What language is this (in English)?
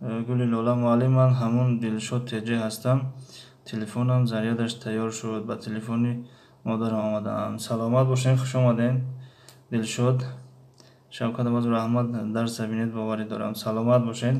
Tajik